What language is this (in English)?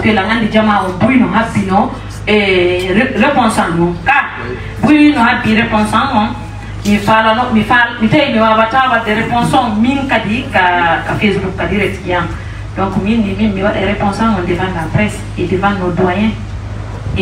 Fula